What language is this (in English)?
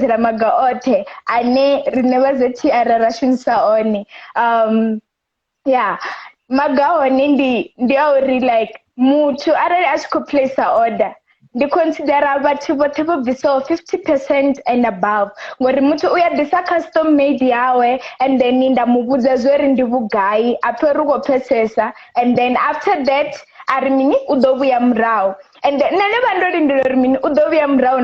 Venda